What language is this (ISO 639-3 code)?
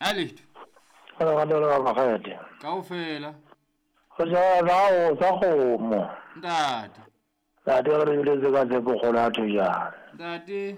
sot